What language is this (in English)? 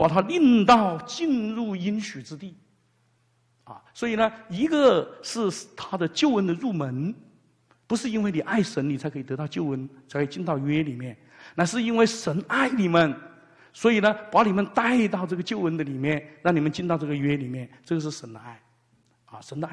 Chinese